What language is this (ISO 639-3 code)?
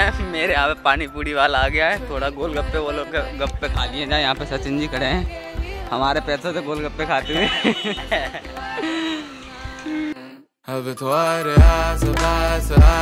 hin